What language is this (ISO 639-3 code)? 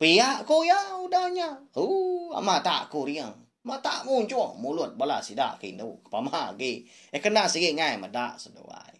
iba